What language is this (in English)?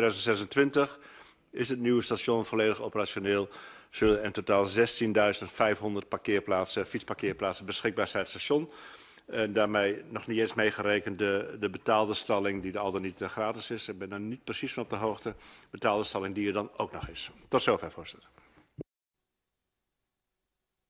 Dutch